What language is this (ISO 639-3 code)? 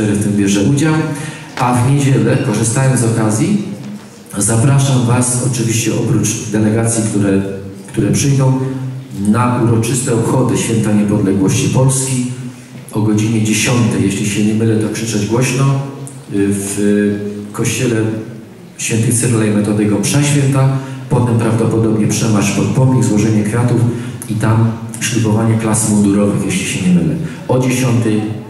pol